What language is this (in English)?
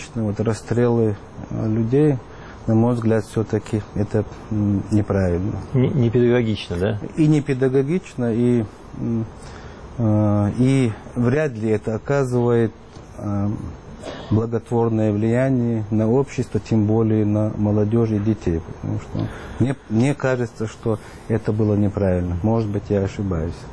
Russian